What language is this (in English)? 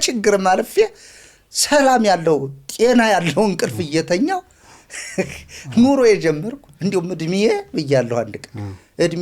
Amharic